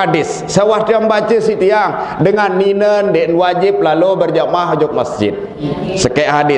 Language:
Sasak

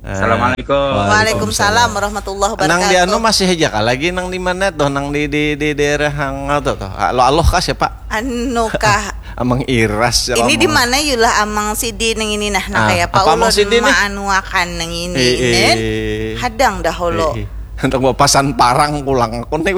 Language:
Banjar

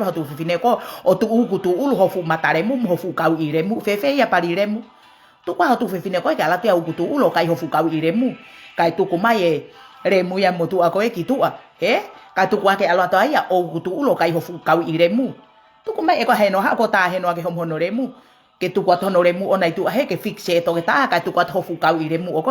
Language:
Tongan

